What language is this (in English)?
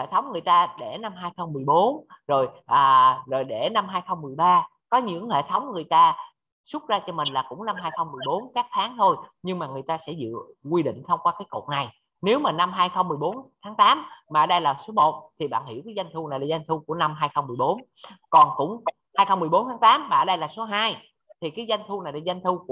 Vietnamese